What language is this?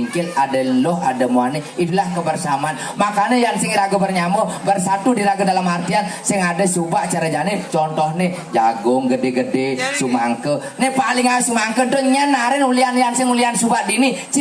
Balinese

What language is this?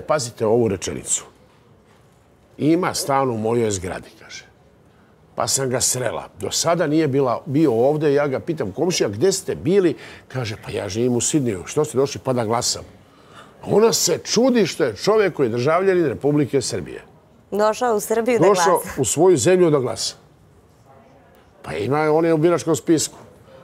Serbian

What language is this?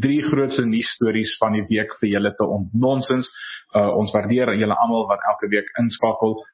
Afrikaans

